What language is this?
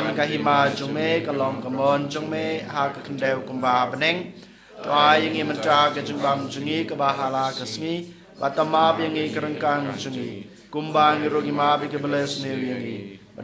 Khasi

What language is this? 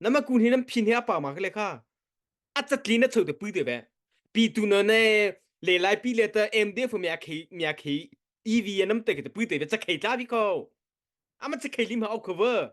Mara Chin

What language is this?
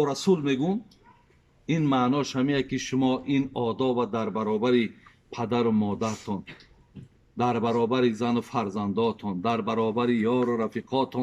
Tajik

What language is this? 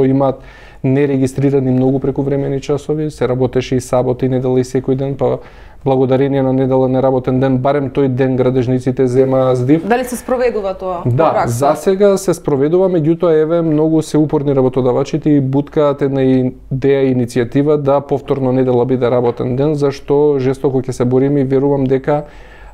Macedonian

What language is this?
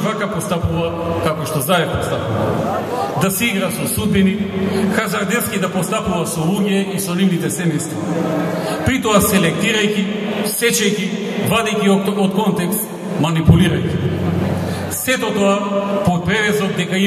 Macedonian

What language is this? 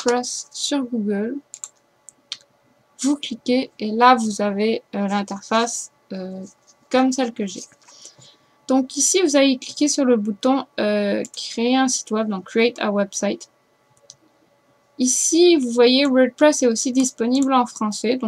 French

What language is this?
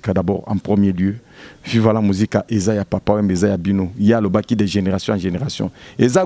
Lingala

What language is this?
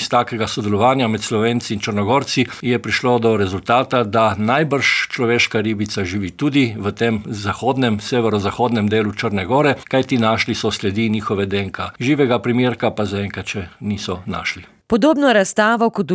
Slovenian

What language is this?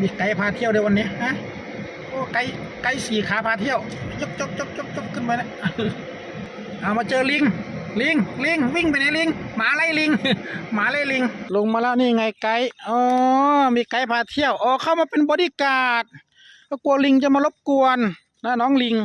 Lao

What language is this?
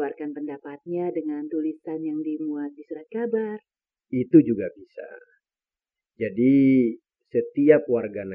Indonesian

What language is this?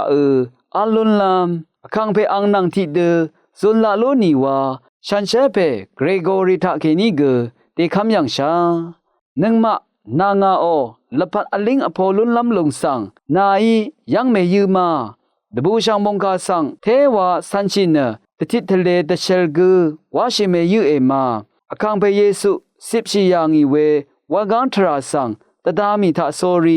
Rawang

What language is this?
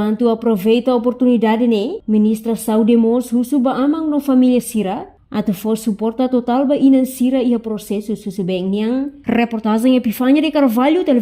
Tetum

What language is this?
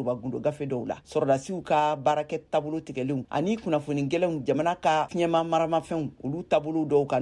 Bambara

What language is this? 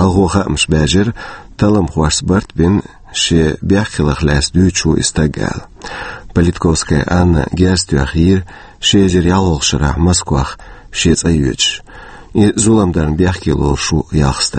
Chechen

